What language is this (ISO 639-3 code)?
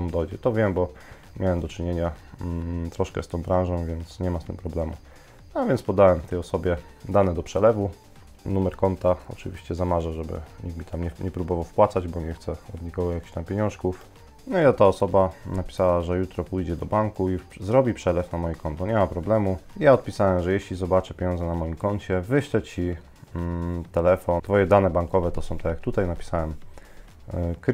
pol